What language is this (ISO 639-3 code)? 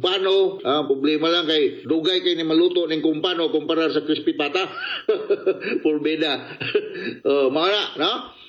ceb